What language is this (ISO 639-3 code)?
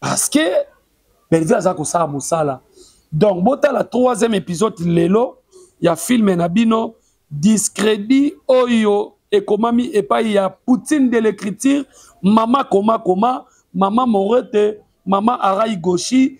lin